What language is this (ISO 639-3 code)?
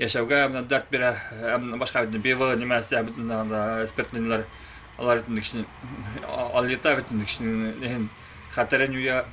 bak